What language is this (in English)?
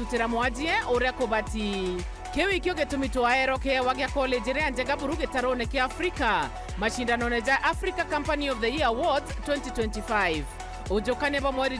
Meru